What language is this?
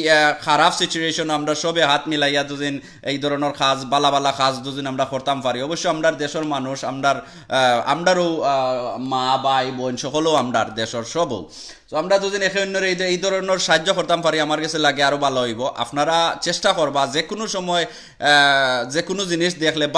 Sylheti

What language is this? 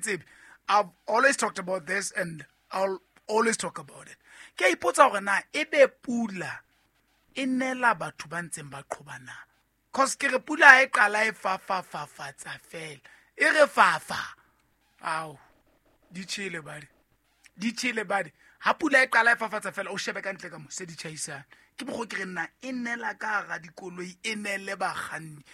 Southern Sotho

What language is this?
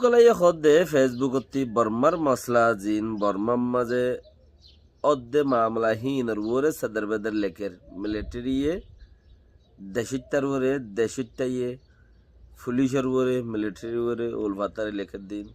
Rohingya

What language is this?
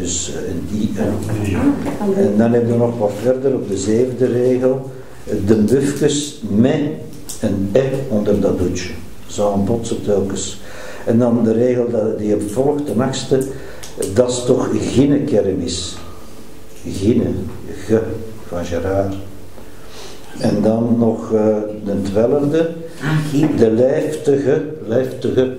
Dutch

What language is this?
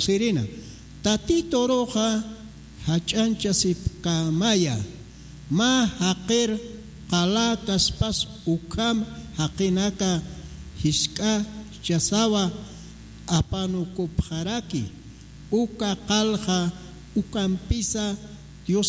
Aymara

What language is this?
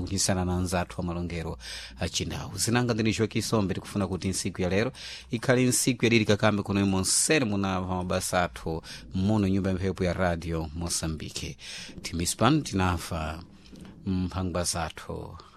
Sena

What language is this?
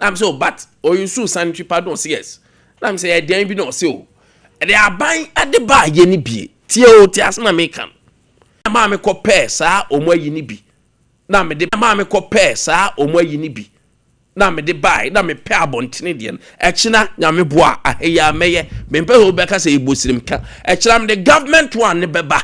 Akan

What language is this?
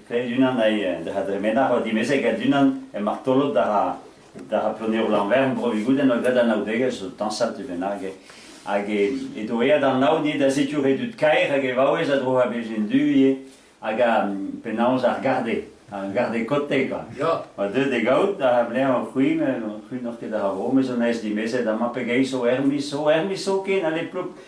Breton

